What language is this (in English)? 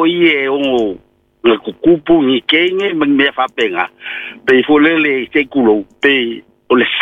Samoan